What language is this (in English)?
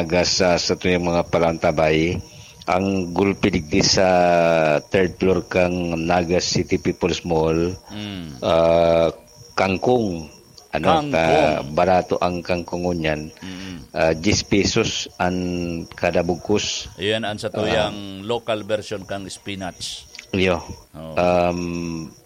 Bikol